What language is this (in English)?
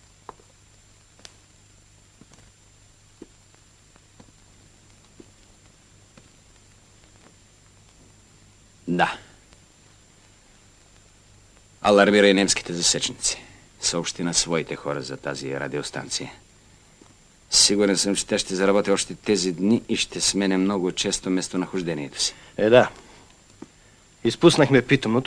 Bulgarian